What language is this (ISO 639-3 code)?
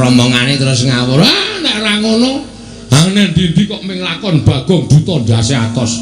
jav